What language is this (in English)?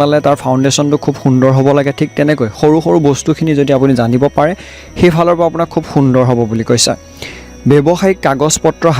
Assamese